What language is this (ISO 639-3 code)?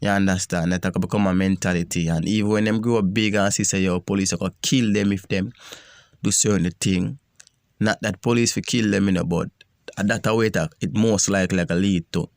jam